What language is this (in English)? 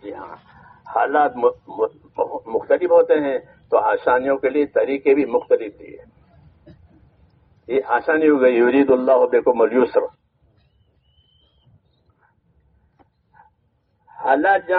Urdu